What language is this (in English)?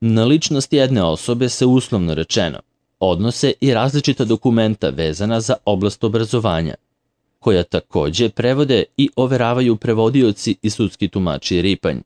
Serbian